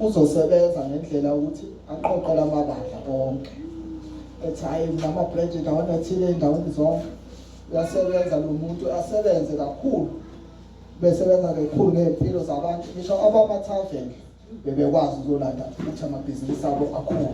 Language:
Zulu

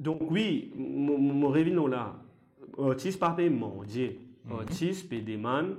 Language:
Morisyen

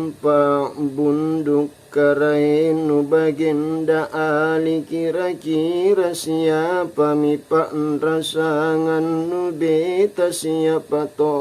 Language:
Makasar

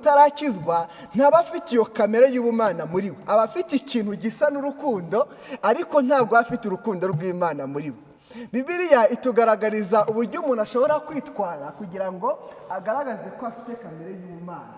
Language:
Kinyarwanda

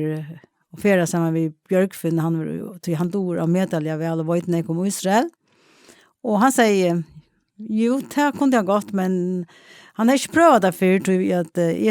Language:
Faroese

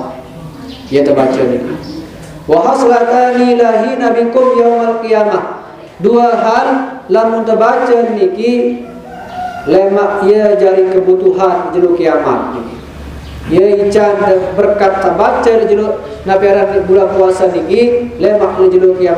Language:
Sasak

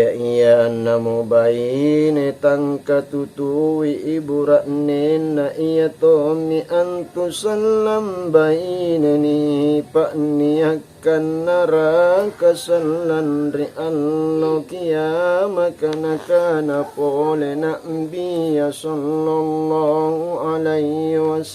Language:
Makasar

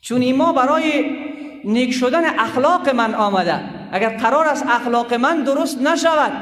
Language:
Persian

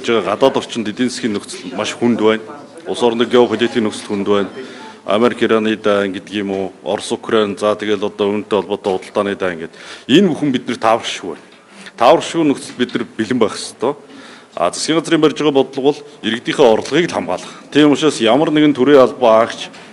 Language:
Mongolian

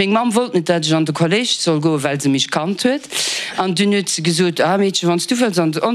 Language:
Luxembourgish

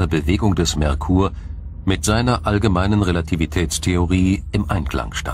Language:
German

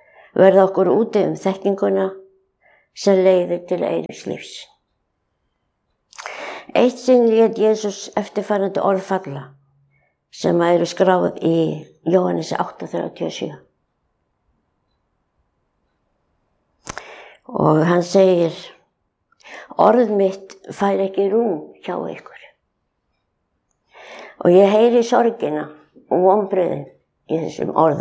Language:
Icelandic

